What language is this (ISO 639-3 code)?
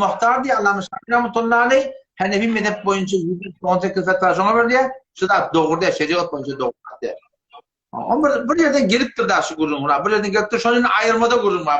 tuk